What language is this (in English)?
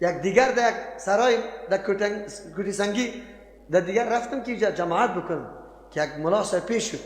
Persian